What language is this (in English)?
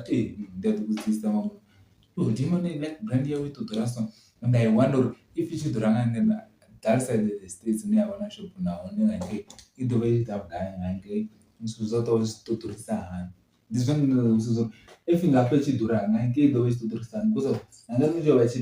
Venda